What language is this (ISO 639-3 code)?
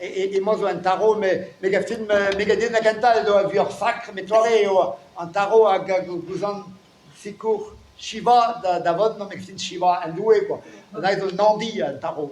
bre